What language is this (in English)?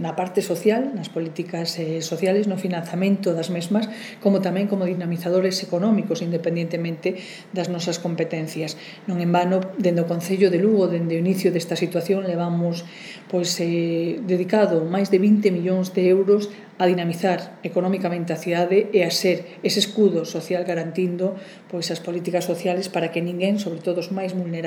Galician